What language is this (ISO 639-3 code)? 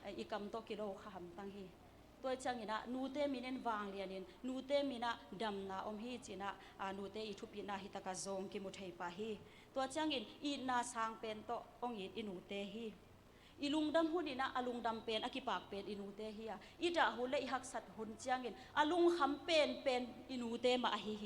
ctd